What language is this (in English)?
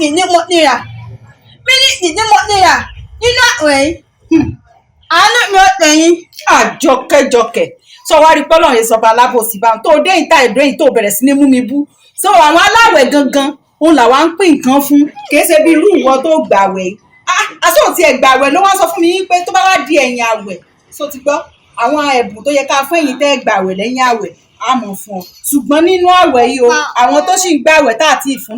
Yoruba